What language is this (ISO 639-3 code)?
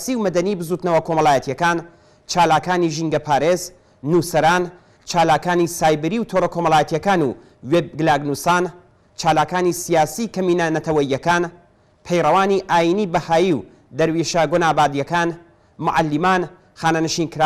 ckb